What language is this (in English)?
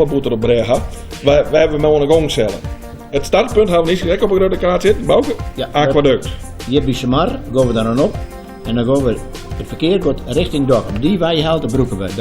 Western Frisian